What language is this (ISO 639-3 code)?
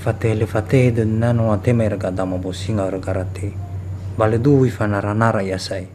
nia